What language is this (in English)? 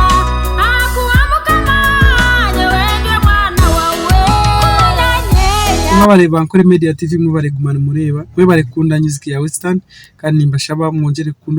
Nyankole